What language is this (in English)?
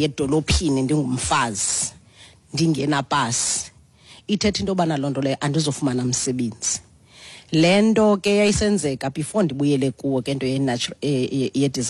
Xhosa